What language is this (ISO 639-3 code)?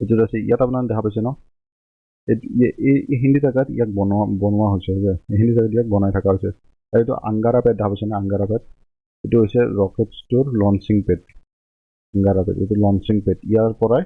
asm